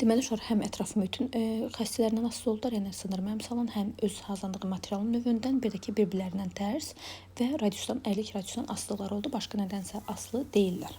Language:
Azerbaijani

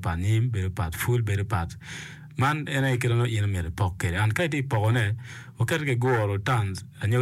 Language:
Acoli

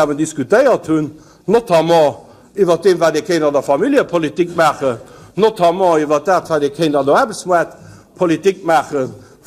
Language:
Luxembourgish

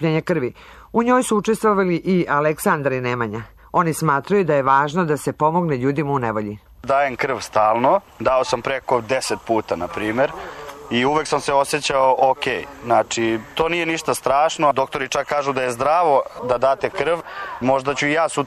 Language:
Serbian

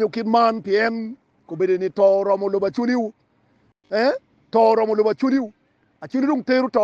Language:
Acoli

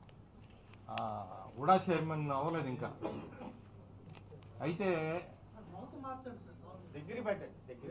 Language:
Telugu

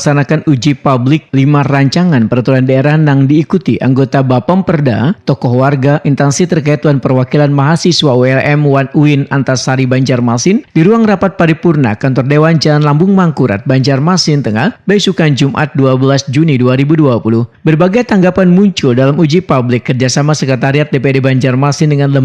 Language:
Banjar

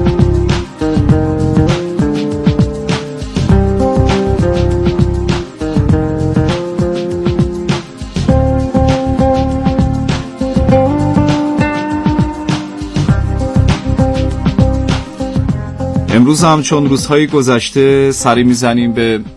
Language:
Persian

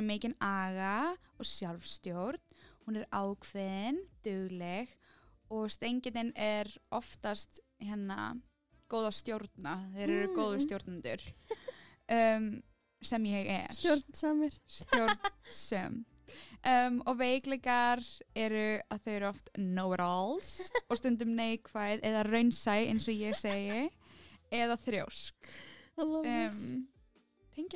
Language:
Icelandic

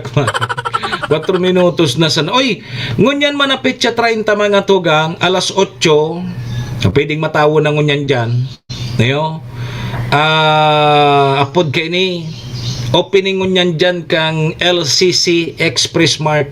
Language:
Bikol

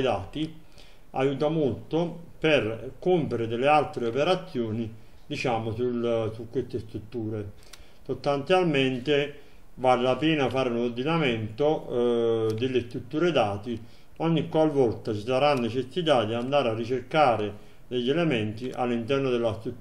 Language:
Italian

